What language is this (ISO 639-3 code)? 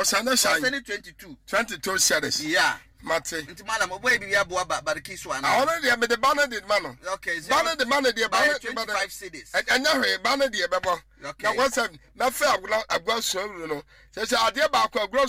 aka